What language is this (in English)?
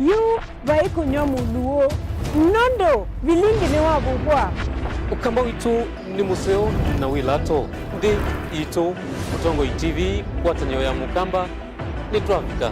Kamba